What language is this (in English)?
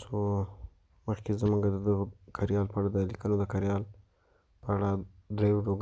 Pashto